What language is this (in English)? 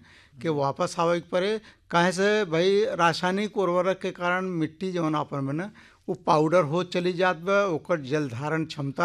Bhojpuri